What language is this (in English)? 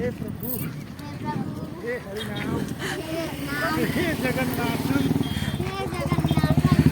Chhattisgarhi